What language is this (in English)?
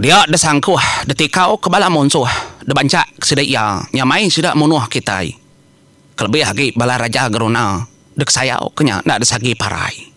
Iban